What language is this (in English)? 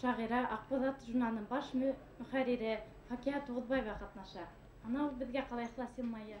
Bashkir